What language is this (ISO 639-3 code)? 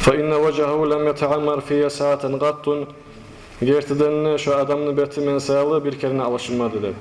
kum